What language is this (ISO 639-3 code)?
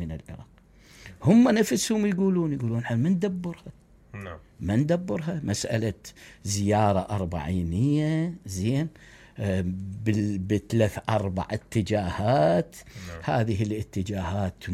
acm